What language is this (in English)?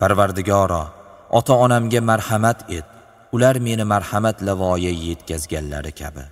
Uzbek